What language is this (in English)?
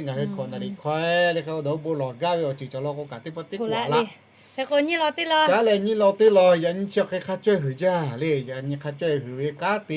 Lahu